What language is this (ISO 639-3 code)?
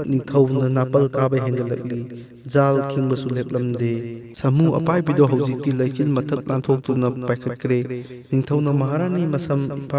mni